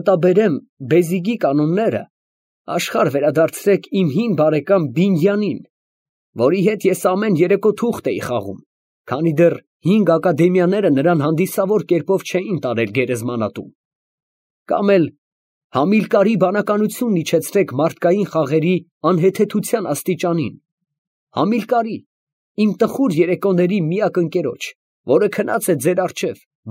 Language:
Armenian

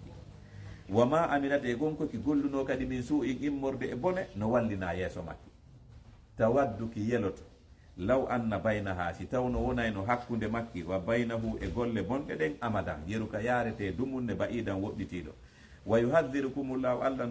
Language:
Fula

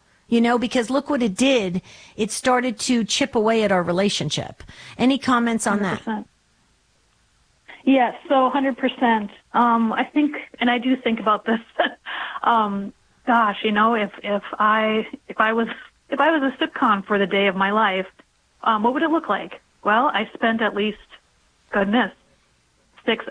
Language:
English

